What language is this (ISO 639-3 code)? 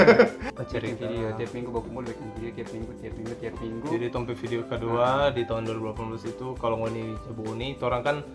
xmm